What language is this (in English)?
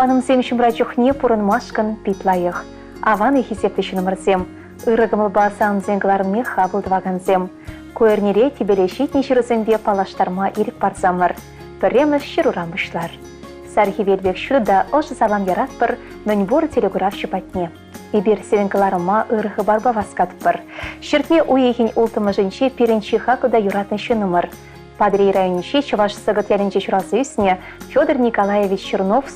Chuvash